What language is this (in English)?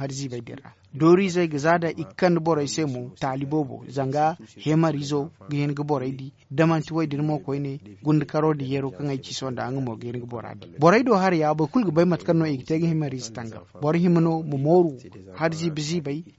Zarma